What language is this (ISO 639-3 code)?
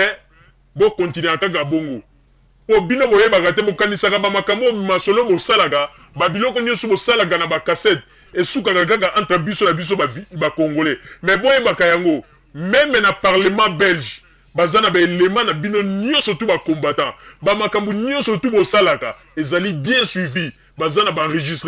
lin